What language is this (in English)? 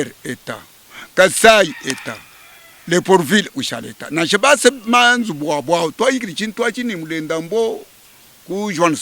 Luba-Lulua